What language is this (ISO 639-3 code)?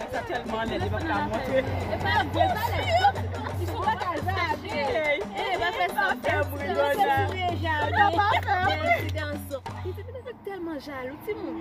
hat